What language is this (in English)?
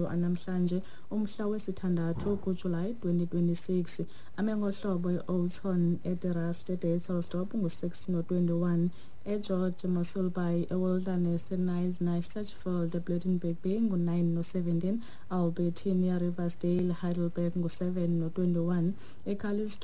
Xhosa